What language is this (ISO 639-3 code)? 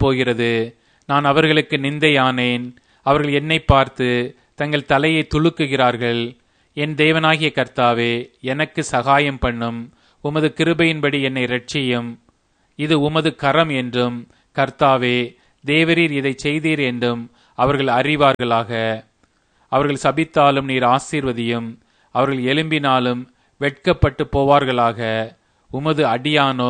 tam